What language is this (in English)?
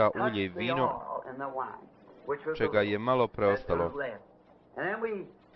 Bosnian